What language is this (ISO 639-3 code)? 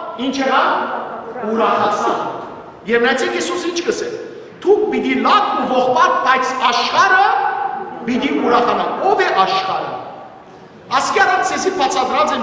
hyw